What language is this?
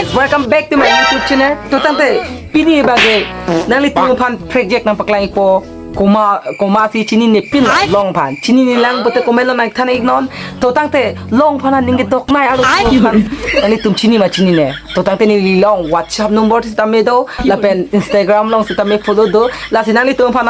Karbi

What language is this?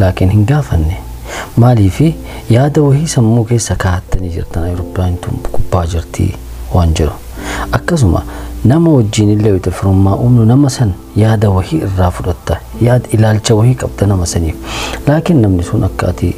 Oromo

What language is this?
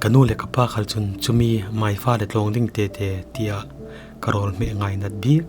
Falam Chin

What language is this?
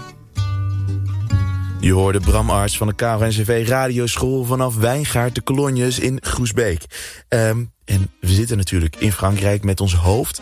Dutch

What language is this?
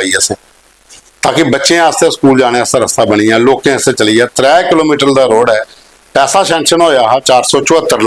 Dogri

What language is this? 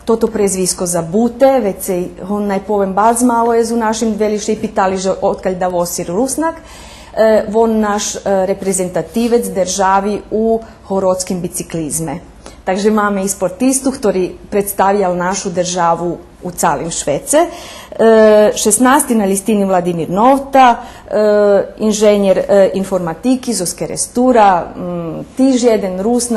Rusyn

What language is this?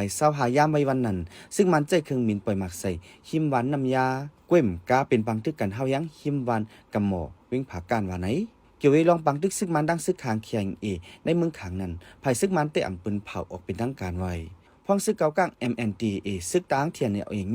Shan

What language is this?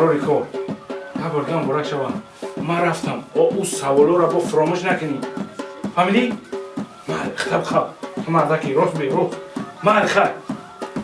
Tajik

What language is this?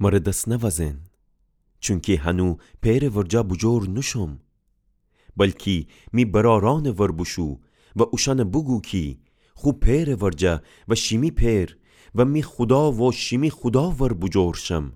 Gilaki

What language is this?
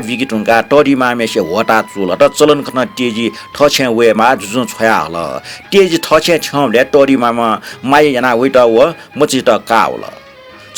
Newari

